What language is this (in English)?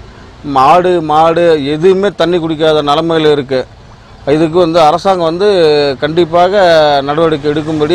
Tamil